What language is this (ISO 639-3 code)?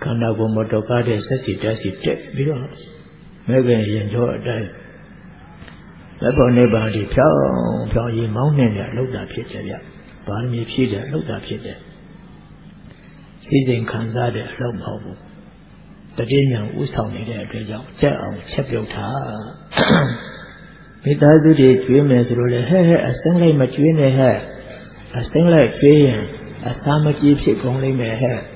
mya